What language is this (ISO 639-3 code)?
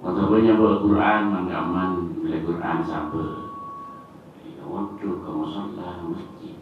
mad